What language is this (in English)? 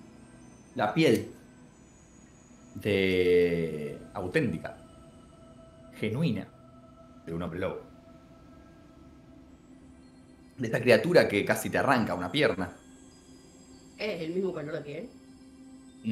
Spanish